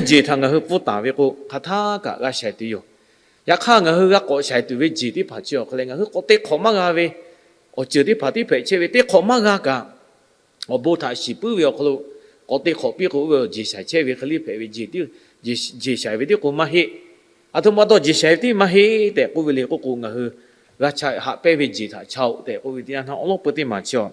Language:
Lahu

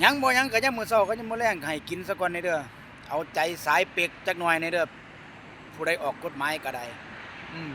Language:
Northeastern Thai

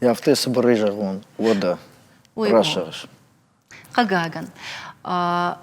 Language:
Ossetic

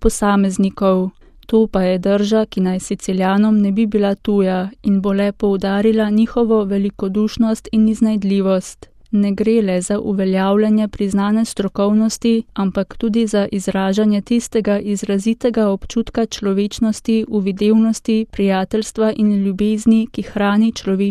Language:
Slovenian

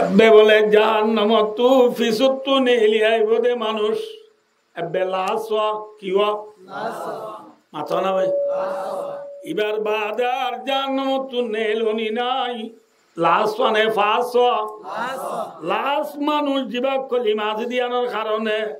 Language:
Rohingya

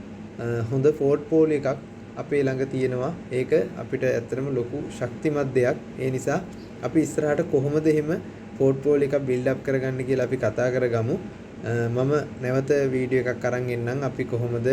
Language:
Sinhala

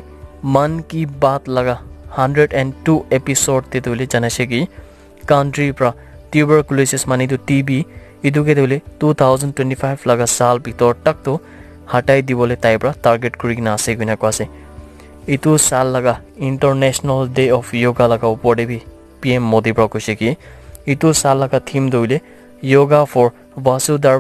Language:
Naga Pidgin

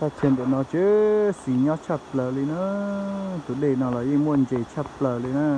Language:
Hmong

